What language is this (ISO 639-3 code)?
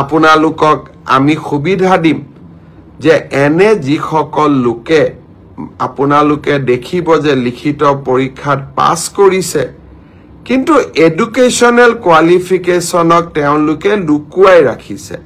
asm